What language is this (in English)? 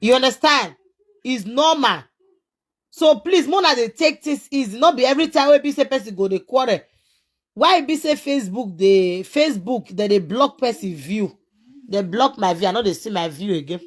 Nigerian Pidgin